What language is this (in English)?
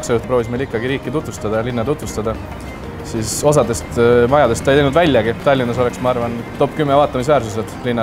Estonian